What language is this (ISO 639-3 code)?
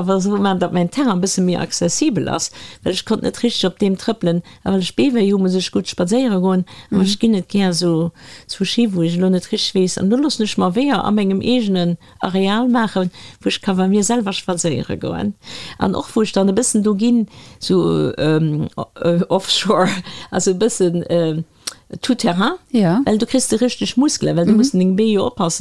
ltz